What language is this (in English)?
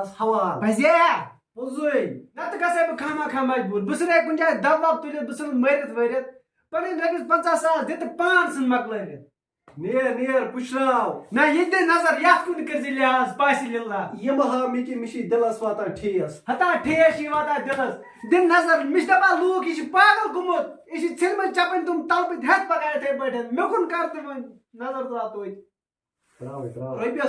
Kashmiri